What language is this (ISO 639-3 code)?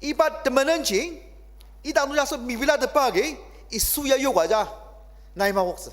njo